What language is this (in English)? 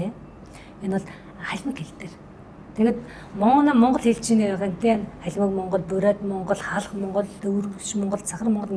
Mongolian